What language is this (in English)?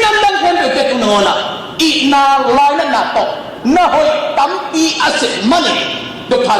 Tedim Chin